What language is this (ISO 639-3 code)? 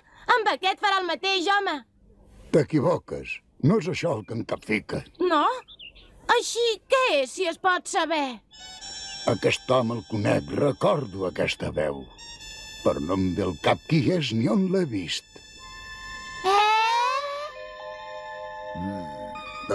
cat